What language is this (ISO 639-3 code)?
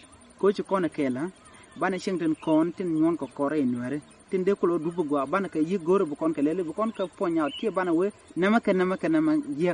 nus